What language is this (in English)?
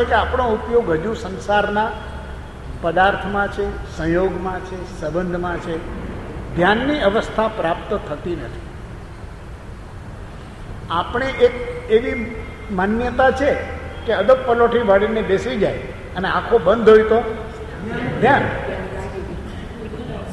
Gujarati